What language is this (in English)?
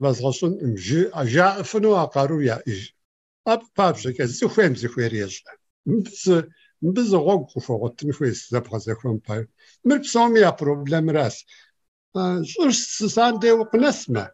Kabardian